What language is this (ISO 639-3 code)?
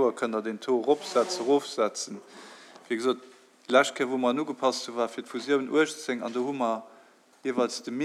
ltz